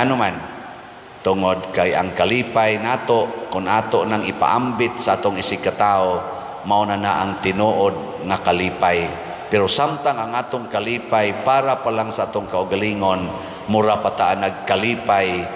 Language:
Cebuano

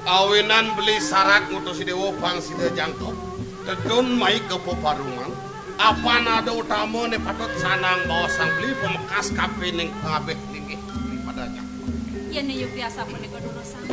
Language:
Balinese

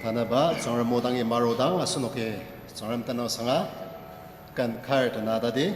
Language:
Ao Naga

